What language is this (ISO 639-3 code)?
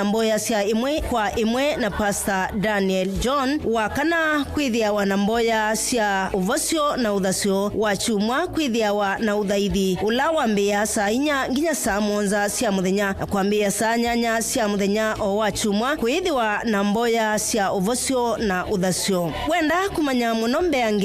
kam